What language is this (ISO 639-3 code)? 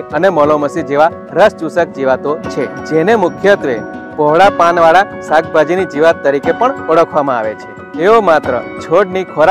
guj